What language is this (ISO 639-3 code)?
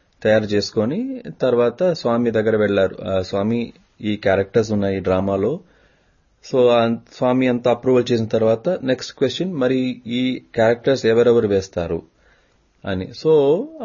tel